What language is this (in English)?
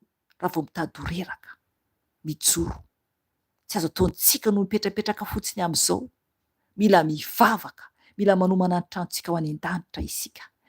Malagasy